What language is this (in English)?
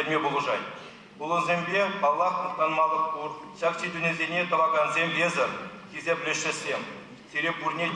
Chuvash